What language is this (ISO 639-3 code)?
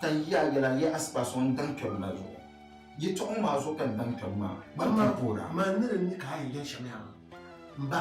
dag